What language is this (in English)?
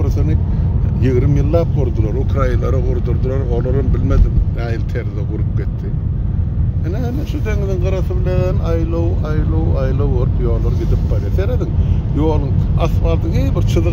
Turkmen